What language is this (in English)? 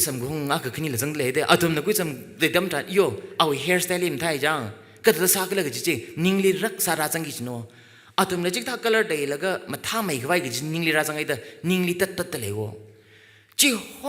Tangkhul Naga (India)